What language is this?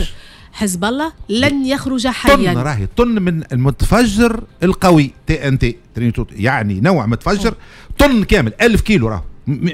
Tunisian Arabic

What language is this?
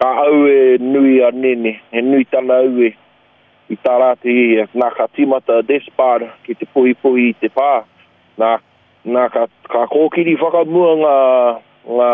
Māori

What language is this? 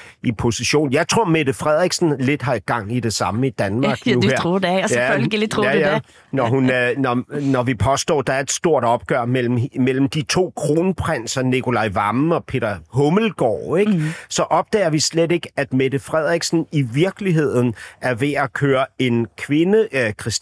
Danish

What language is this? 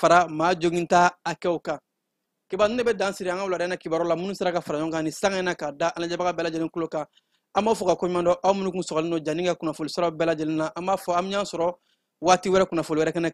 Bambara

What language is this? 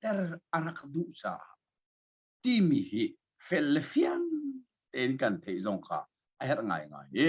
Hakha Chin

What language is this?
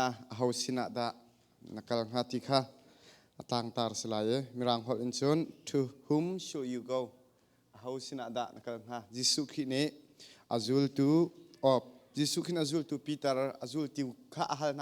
Hakha Chin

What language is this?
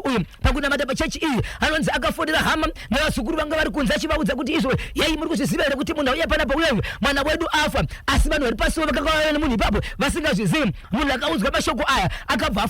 Shona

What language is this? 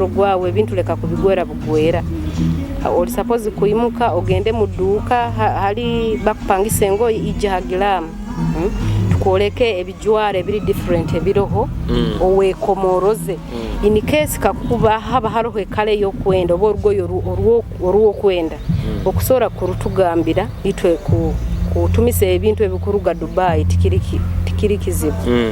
Nyoro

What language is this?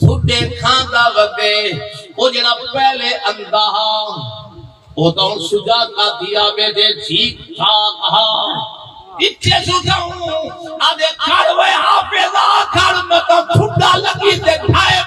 Saraiki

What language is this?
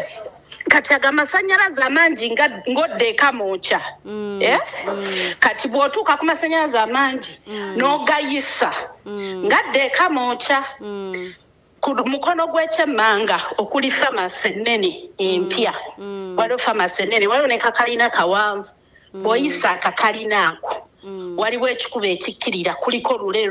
Ganda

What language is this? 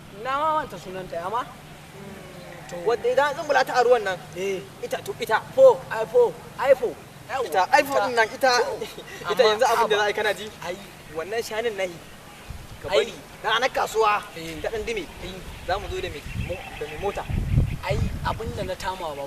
Hausa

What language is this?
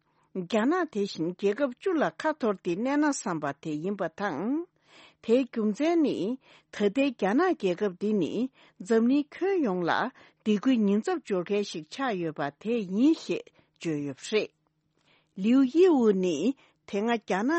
Tibetan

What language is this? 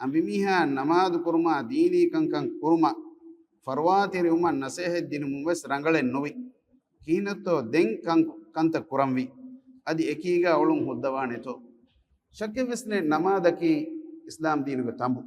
Divehi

